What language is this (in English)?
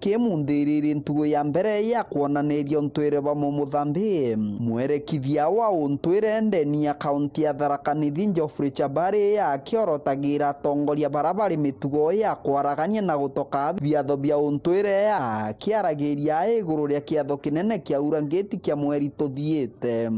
Meru